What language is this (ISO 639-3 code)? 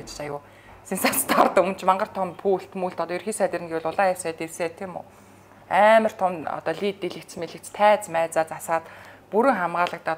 mon